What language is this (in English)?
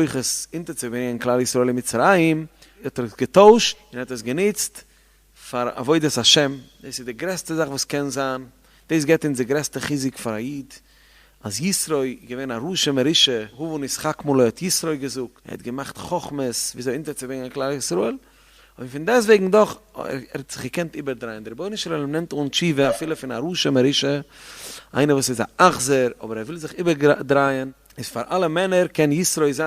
Yiddish